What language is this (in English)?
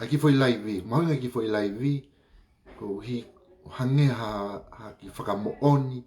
Tongan